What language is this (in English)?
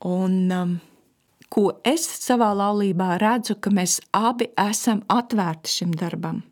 Latvian